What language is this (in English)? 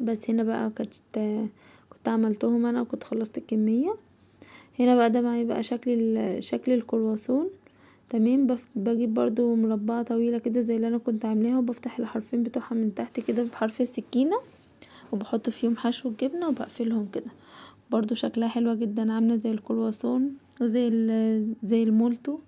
Egyptian Arabic